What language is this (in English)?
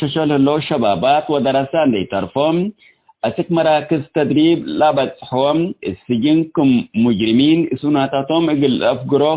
Tigre